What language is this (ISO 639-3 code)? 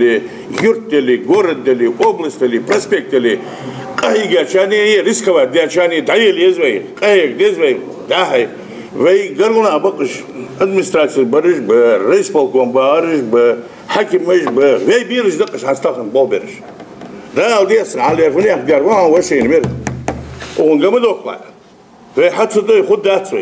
inh